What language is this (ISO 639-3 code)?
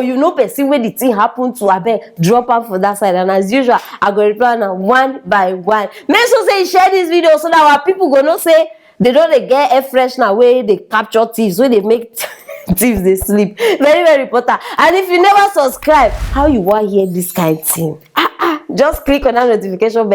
pcm